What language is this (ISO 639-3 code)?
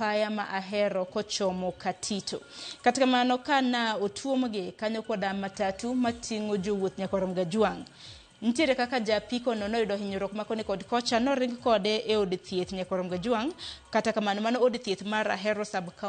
luo